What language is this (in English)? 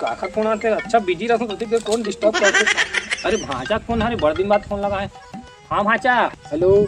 Chhattisgarhi